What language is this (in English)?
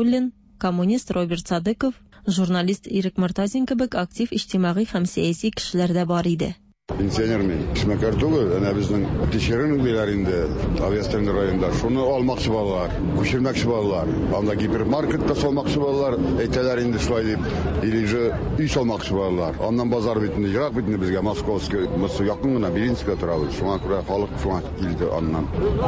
Tatar